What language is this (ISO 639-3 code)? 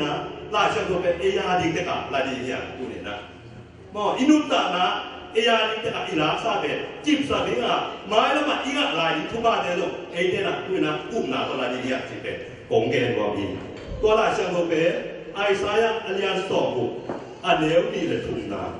ctd